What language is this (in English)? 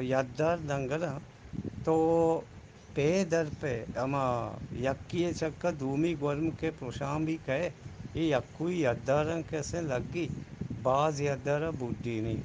Eastern Balochi